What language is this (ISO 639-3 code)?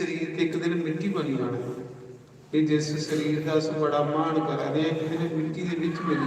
doi